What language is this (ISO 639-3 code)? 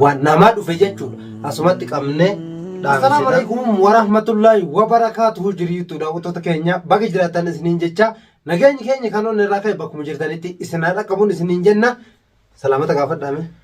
orm